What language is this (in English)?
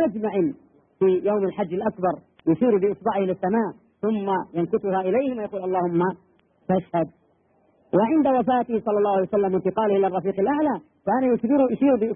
Arabic